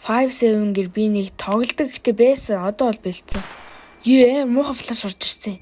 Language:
Mongolian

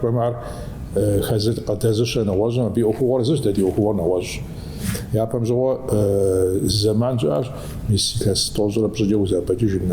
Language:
Kabardian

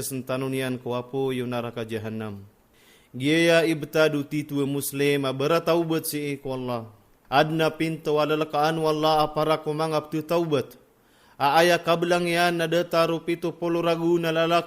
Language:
Maranao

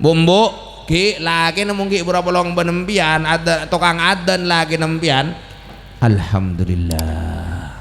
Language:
Madurese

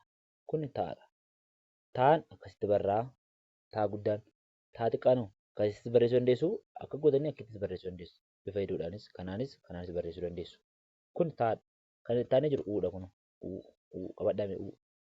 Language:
Oromo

